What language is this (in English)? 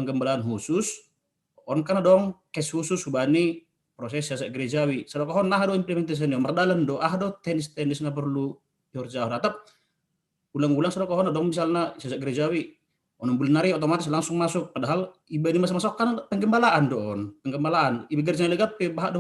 Batak Simalungun